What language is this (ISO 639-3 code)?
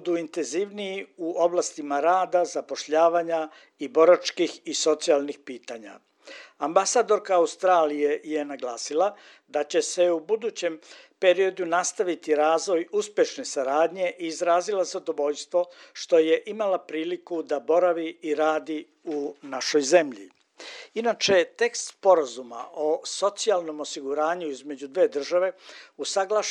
hrv